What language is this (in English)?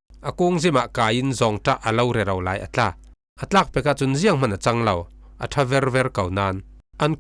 Falam Chin